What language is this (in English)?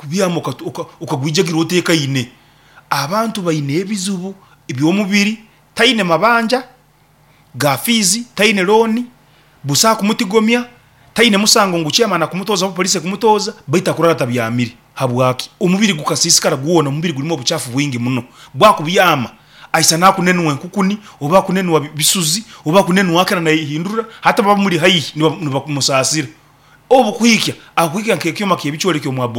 Nyankole